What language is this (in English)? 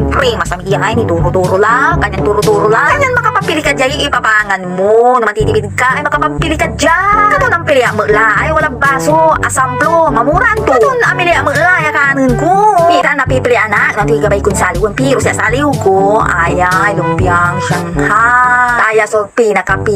Pangasinan